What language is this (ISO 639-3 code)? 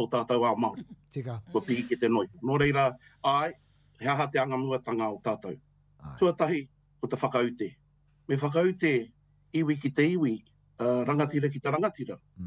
mri